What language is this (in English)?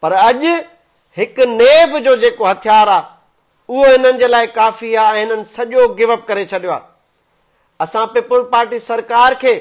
Sindhi